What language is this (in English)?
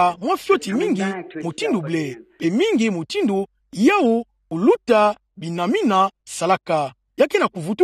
Kituba (Democratic Republic of Congo)